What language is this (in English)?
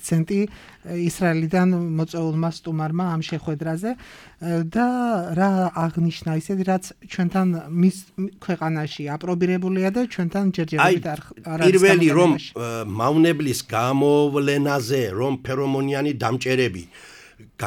Georgian